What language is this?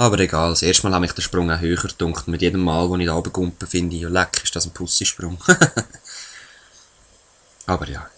Swiss German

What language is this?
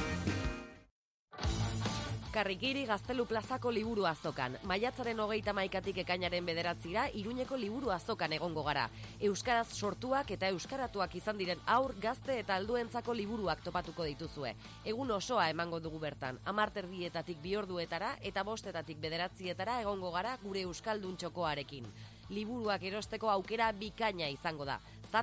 Basque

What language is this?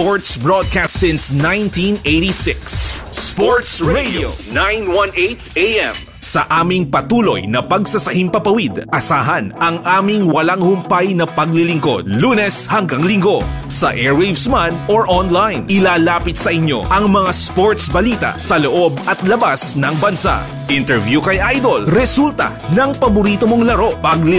Filipino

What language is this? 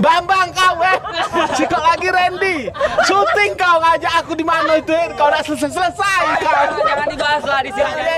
Musi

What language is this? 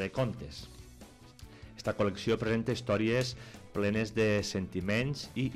Catalan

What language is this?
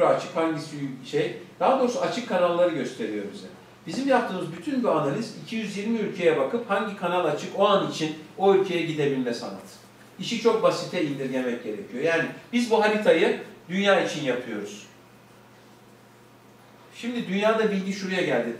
Turkish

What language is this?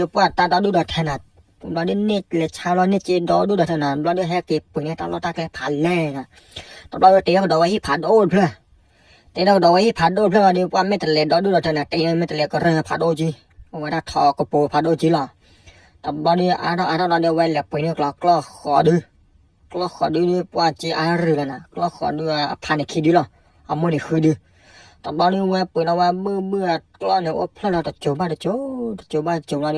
S'gaw Karen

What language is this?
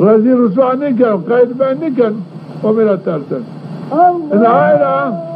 Zaza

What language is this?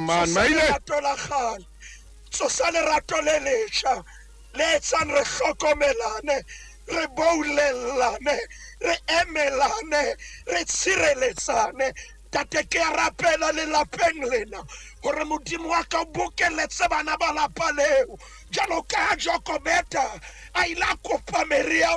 Southern Sotho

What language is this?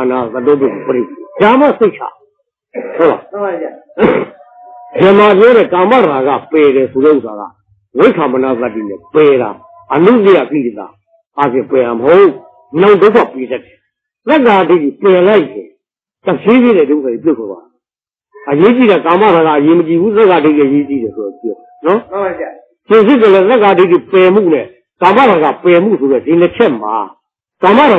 Burmese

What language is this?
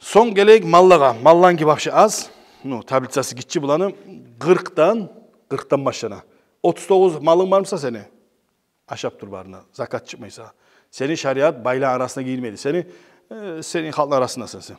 Kumyk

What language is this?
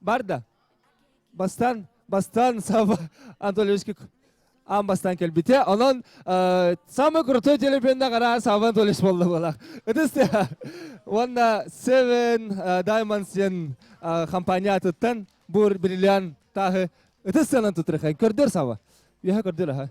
Yakut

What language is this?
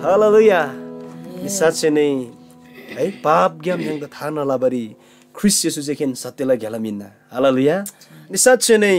Eastern Tamang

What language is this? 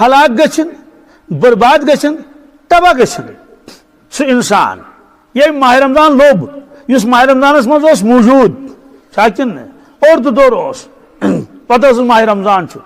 Kashmiri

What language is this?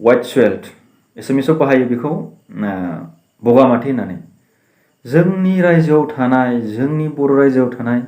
Bodo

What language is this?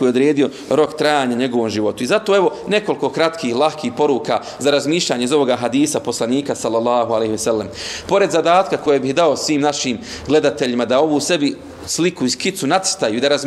Bosnian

